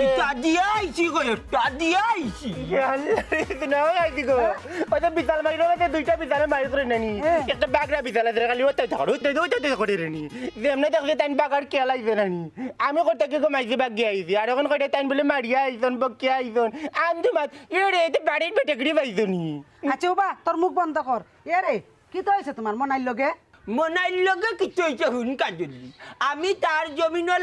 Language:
Sylheti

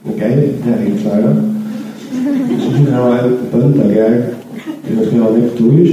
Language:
Faroese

